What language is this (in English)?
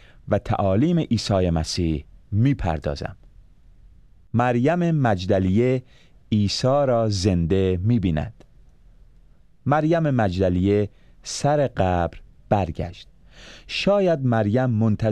Persian